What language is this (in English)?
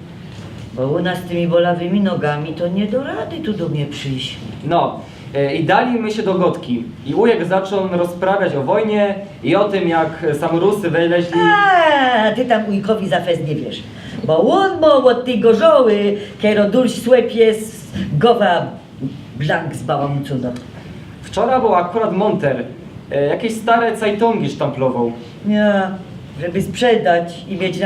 Silesian